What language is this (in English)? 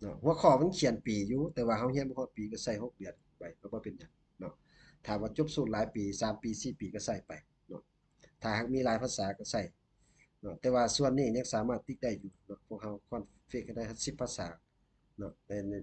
Lao